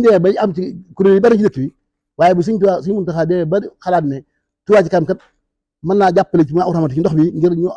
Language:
Wolof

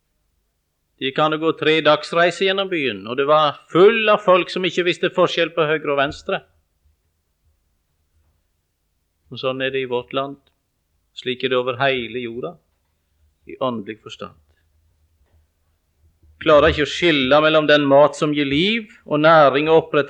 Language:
Norwegian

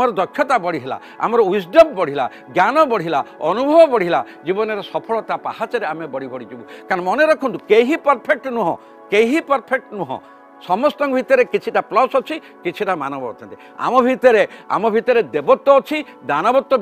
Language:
Odia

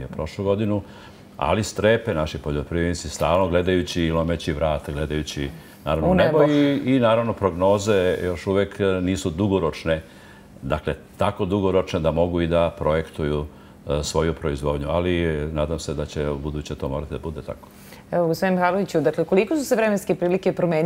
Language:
Serbian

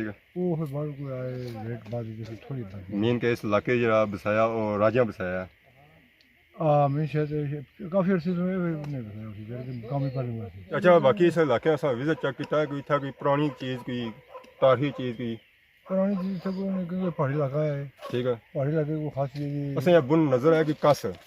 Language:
Pahari-Potwari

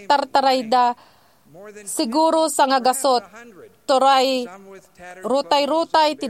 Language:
Iloko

